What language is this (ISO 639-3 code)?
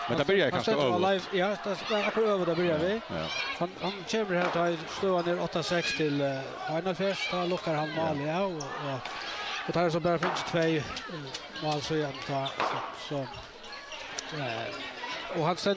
fao